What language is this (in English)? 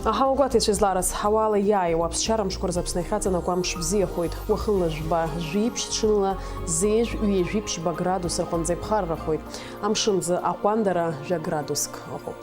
Abkhazian